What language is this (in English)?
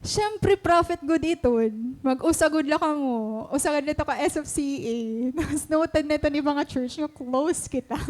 Waray